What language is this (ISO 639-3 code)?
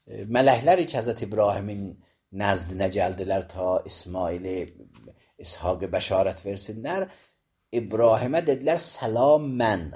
aze